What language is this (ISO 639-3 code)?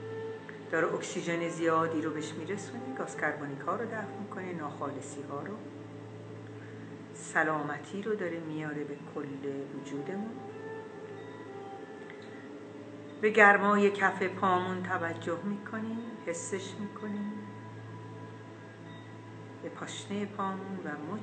fas